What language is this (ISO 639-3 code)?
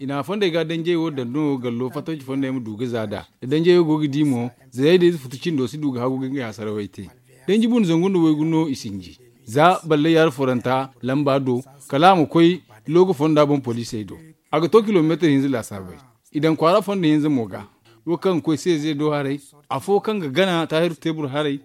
dje